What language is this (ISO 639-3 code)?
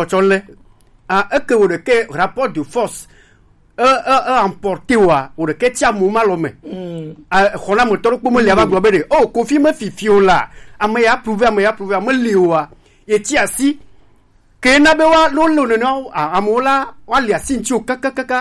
gej